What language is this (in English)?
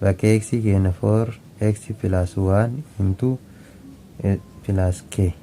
Oromo